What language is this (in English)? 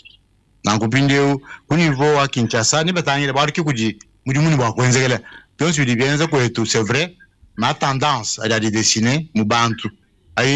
Luba-Lulua